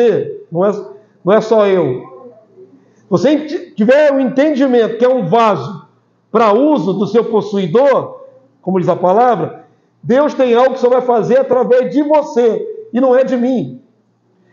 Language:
Portuguese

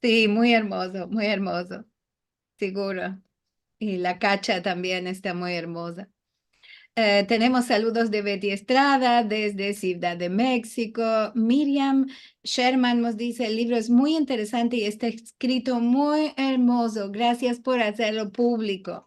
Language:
Ladino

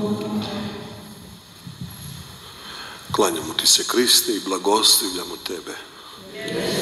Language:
Croatian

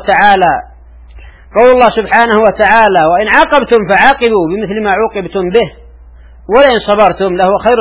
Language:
Arabic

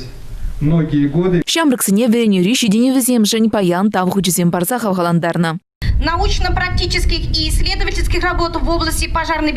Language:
Chuvash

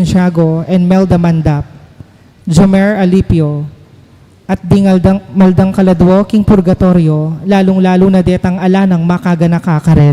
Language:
Pampanga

